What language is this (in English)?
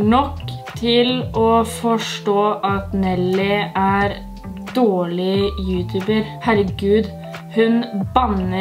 Norwegian